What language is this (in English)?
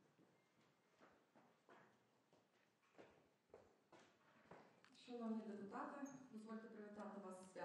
Ukrainian